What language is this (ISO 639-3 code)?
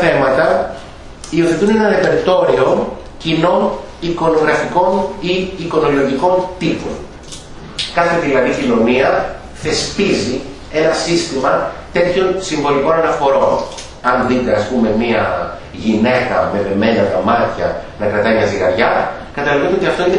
ell